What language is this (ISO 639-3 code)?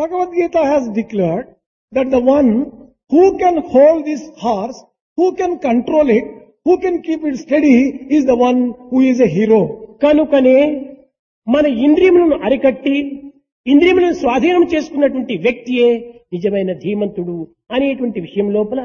tel